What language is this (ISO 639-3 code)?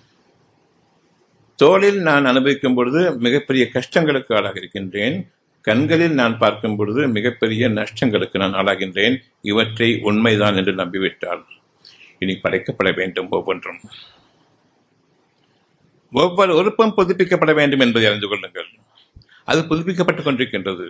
tam